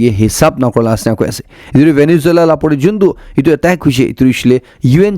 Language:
Naga Pidgin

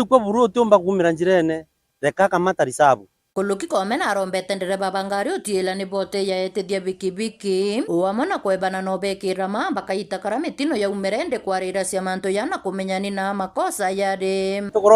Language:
Meru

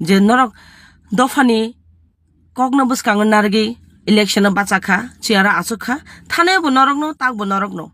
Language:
Kok Borok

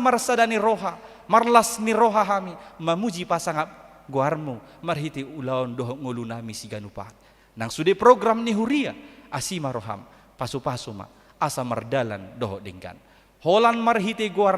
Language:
Batak Toba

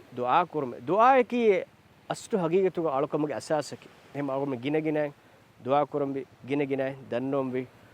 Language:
Divehi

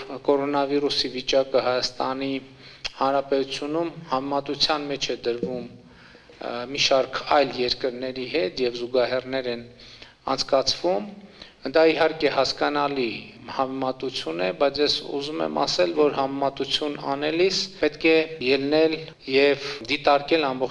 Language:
Armenian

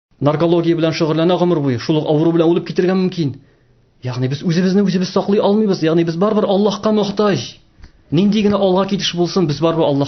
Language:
Tatar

